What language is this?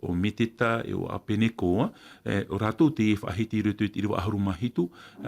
Tahitian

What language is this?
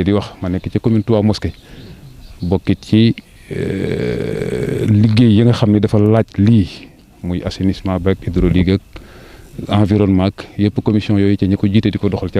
Wolof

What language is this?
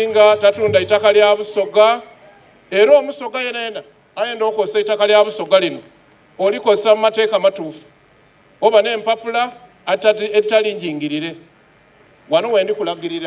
Soga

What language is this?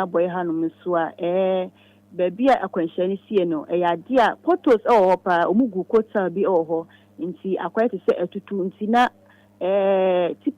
Akan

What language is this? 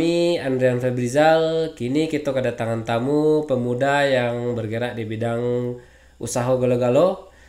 Minangkabau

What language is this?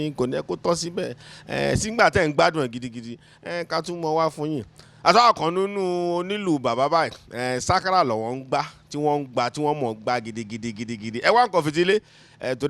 Yoruba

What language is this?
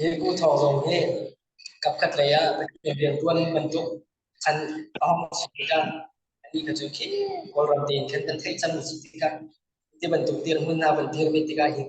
Hakha Chin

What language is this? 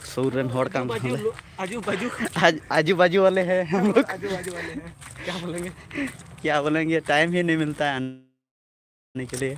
Santali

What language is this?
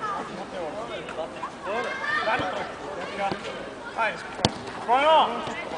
Bulgarian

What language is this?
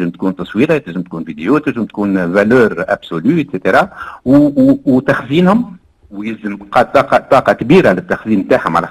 Tunisian Arabic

